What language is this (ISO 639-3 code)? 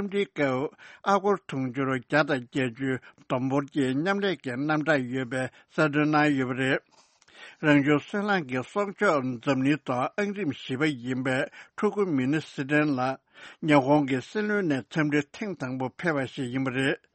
bod